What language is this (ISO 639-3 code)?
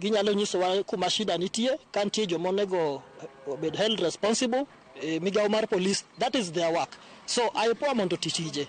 luo